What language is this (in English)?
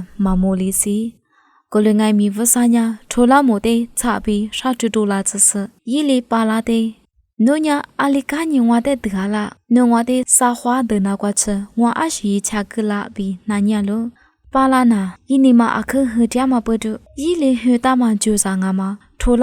Lisu